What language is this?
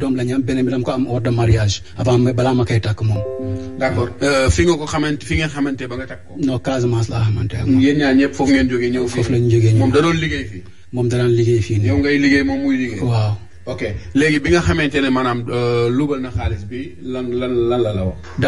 Wolof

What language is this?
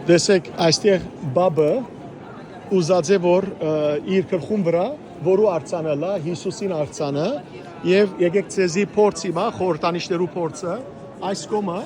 Western Armenian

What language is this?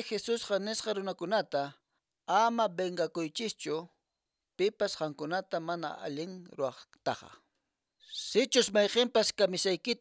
Quechua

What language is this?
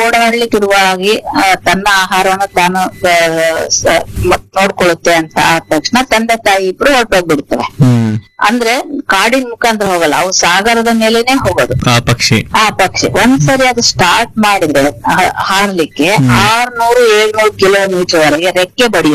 Kannada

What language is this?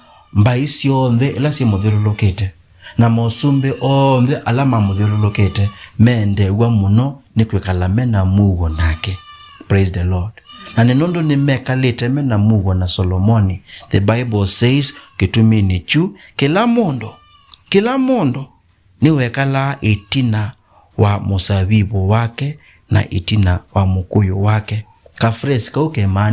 Kamba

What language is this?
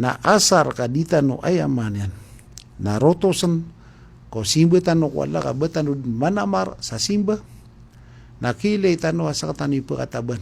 Maranao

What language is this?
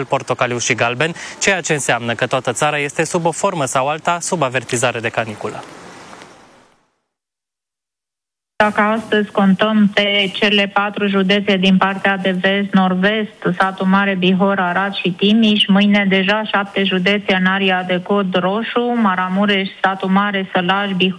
Romanian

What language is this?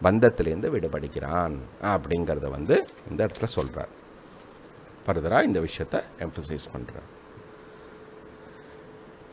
Tamil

